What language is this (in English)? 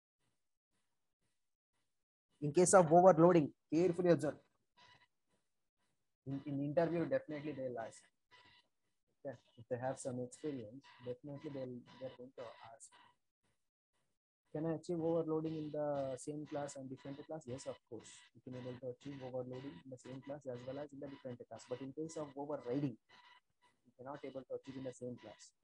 English